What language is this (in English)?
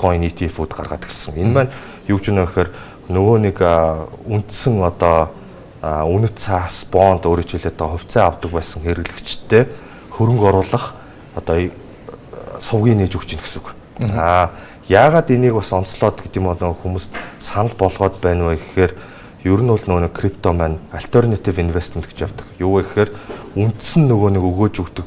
Mongolian